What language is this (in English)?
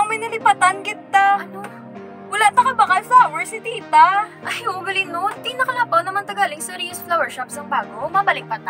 Hiligaynon